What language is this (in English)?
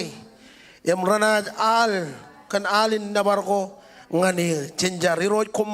Marshallese